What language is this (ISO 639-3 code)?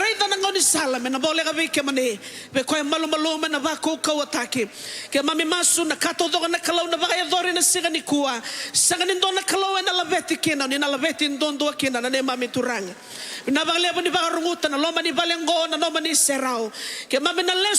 fij